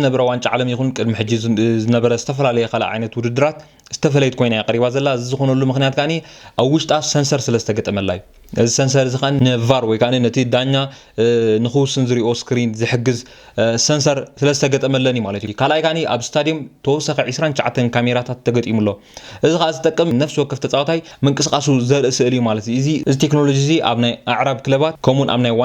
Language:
Tigrinya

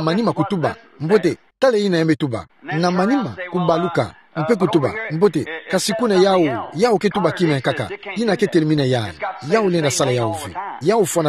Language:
Kituba (Democratic Republic of Congo)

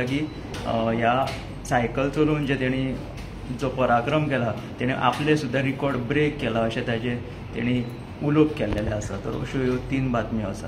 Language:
Konkani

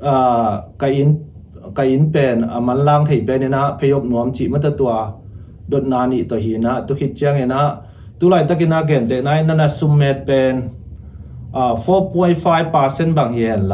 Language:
Tedim Chin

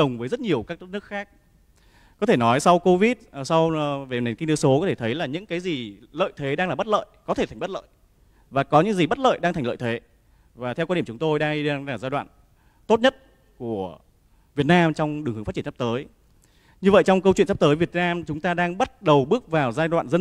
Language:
Vietnamese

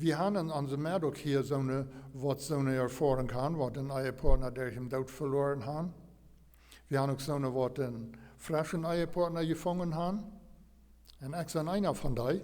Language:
Plautdietsch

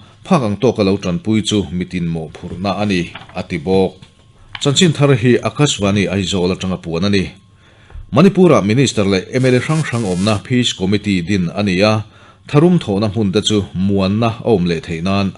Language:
Mizo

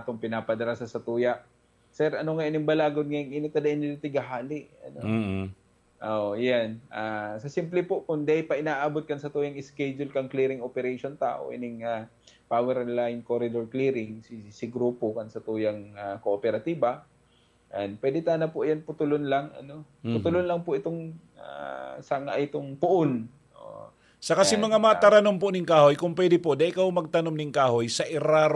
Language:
Bikol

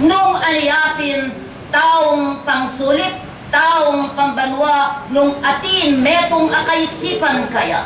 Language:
Pampanga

